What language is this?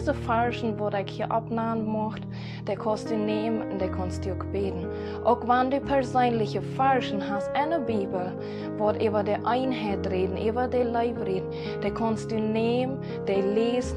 Plautdietsch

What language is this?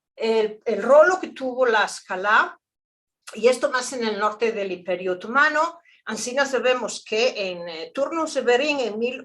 Ladino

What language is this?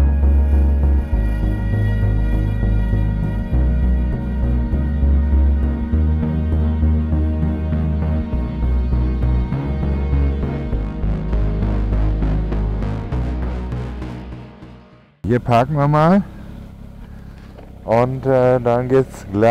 German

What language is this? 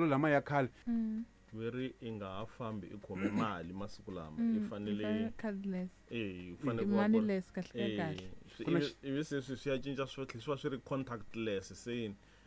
Tsonga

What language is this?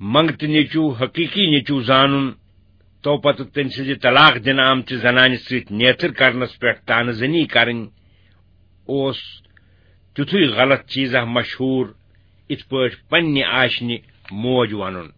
Kashmiri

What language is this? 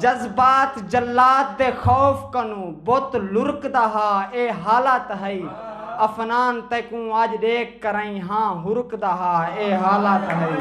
Saraiki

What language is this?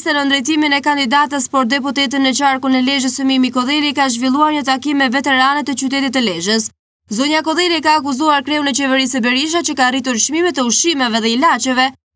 Albanian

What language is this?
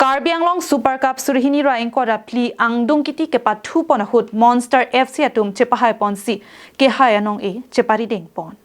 Karbi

